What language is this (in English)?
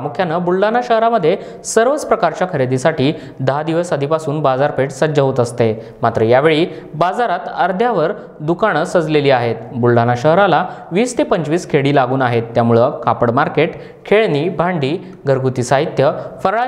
Marathi